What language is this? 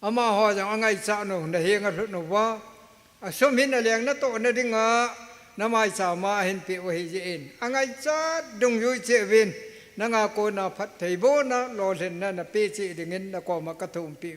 Thado Chin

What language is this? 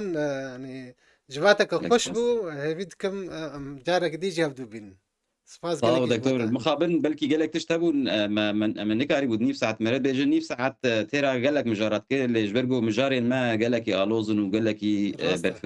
Kurdish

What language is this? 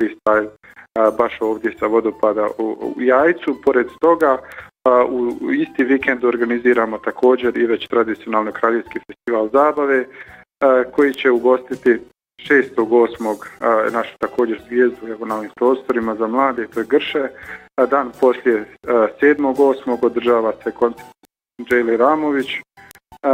Bosnian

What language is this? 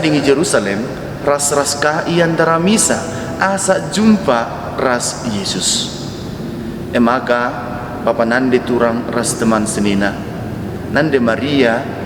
Batak Karo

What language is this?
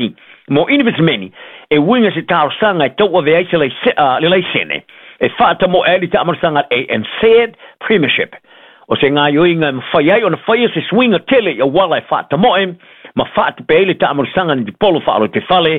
Samoan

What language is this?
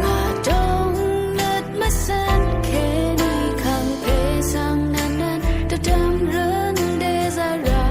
Rawang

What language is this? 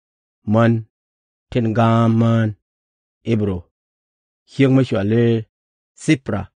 Nuer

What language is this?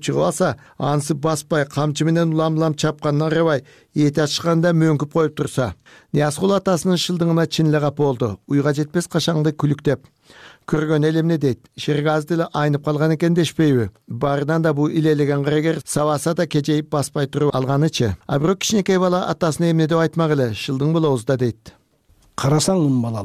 Kyrgyz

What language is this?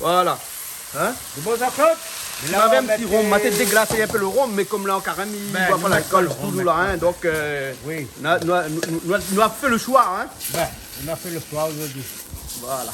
Réunion Creole French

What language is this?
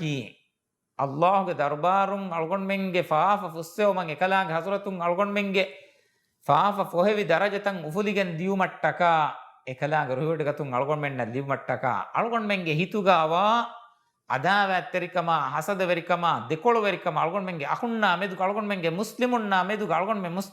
Divehi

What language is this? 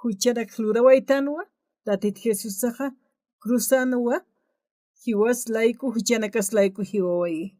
Aymara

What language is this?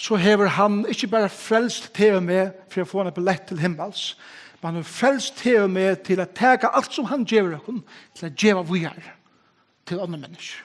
Faroese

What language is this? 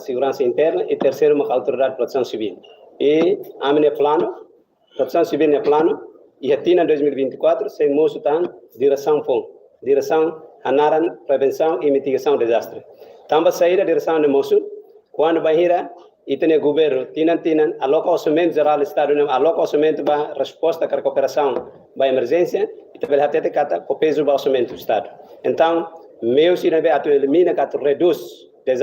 Tetum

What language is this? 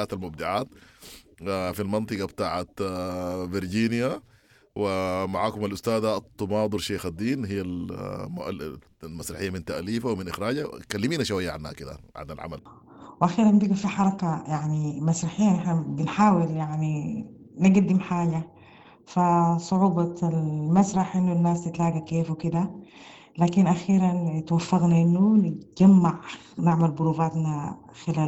Sudanese Arabic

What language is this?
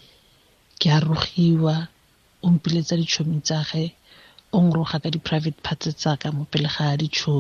Tswana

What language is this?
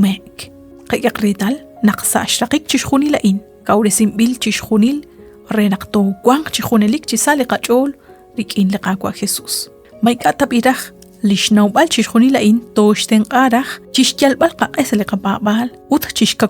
Kekchí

